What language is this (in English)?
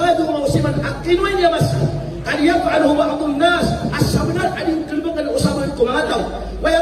Maranao